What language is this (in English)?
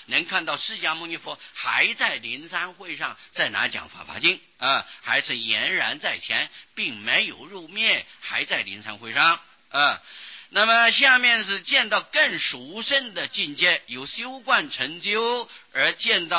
Chinese